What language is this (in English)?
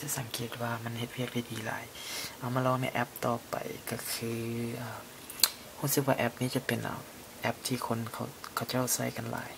Lao